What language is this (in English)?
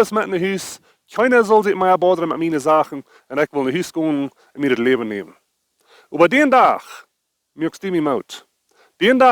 Plautdietsch